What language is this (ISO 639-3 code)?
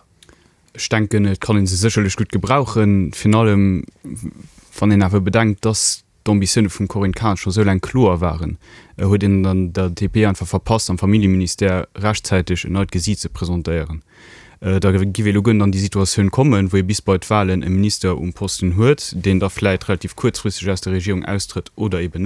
ltz